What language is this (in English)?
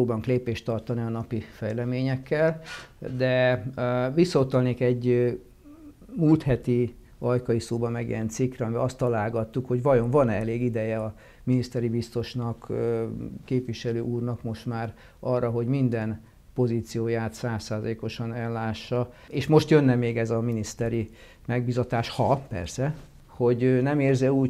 Hungarian